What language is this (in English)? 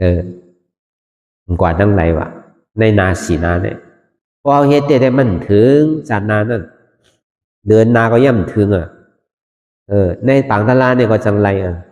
Shan